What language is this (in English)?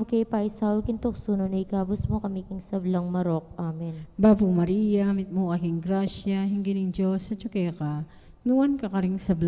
Pampanga